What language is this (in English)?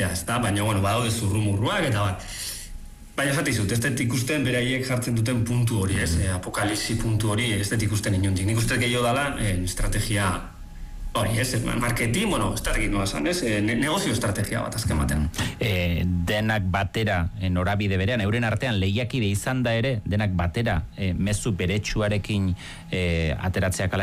Basque